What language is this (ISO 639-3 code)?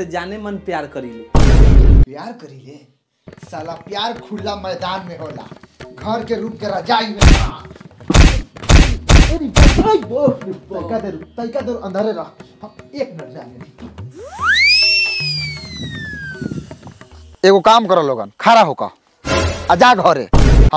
bho